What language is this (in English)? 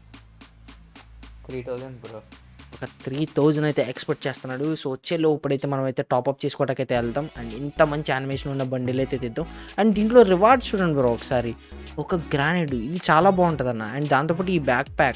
Telugu